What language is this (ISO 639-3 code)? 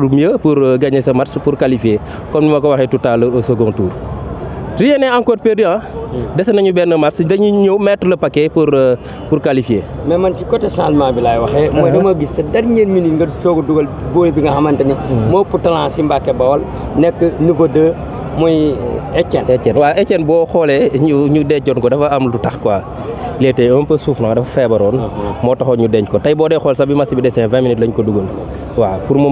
wol